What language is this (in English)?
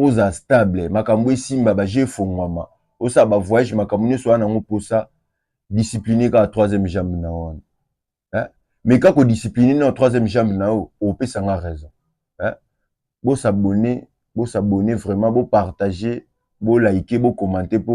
Lingala